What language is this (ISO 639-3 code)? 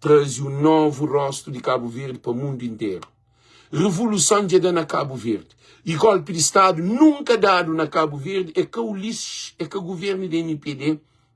kea